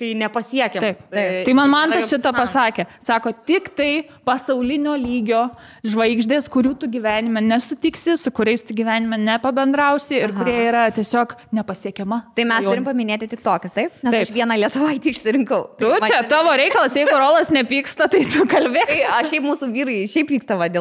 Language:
Lithuanian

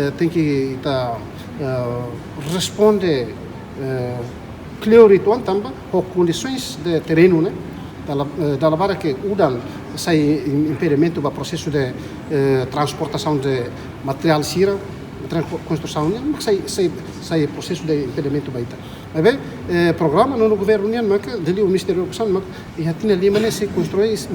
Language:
Tetum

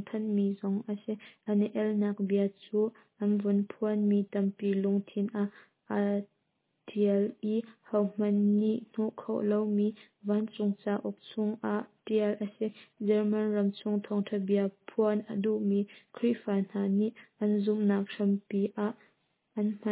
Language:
Hakha Chin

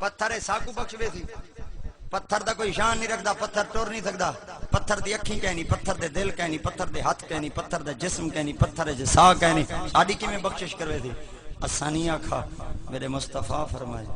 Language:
Saraiki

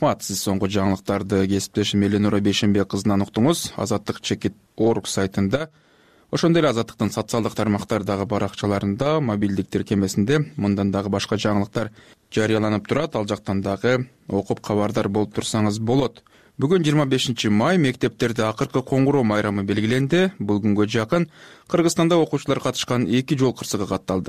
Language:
Kyrgyz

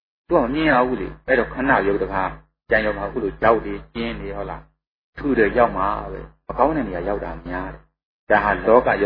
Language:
Burmese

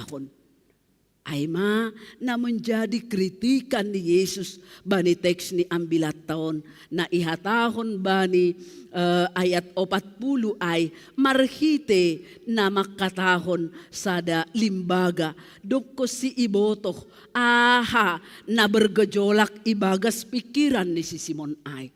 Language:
Batak Simalungun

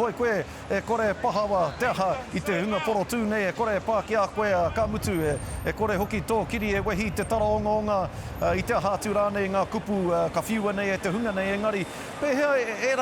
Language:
Māori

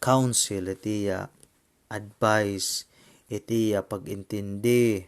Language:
Waray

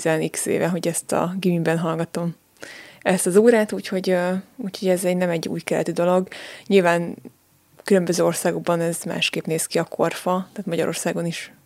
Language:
Hungarian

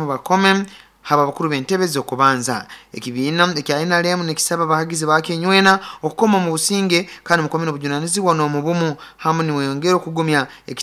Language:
Nyoro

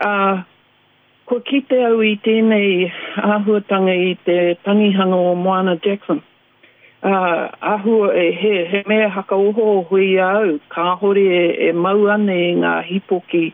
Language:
Māori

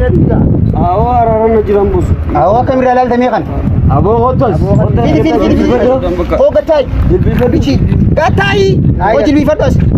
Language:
Oromo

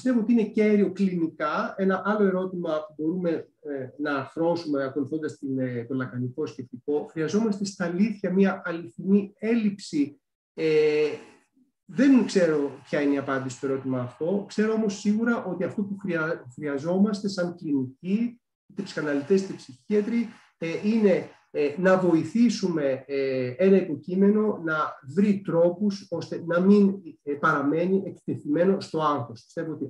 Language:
Greek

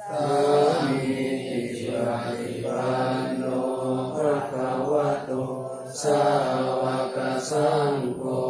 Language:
Pali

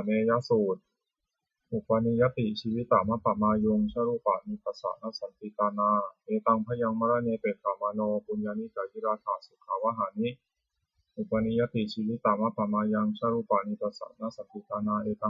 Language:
Pali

